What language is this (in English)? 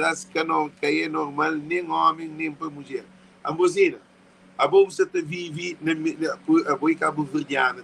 Kabuverdianu